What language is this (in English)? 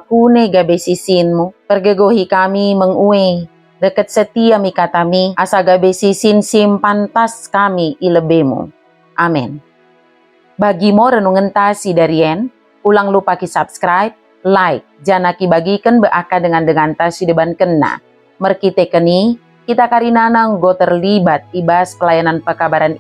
Batak Dairi